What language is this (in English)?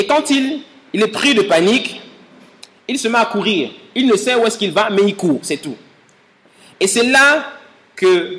French